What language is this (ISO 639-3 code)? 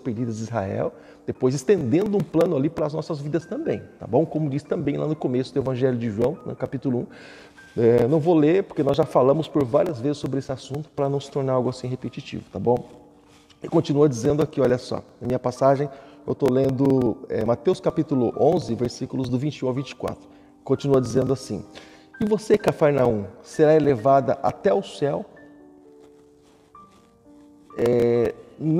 por